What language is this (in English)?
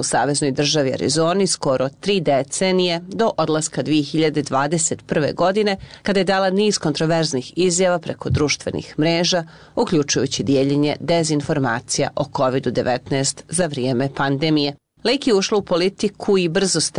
Bosnian